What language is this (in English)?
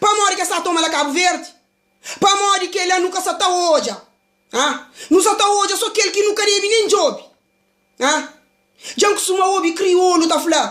Kabuverdianu